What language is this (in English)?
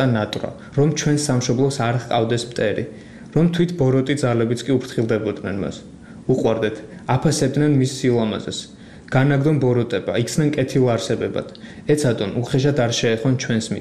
Georgian